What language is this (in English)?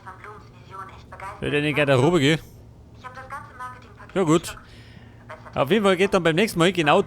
Bavarian